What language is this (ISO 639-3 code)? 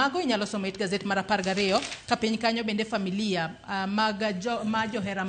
luo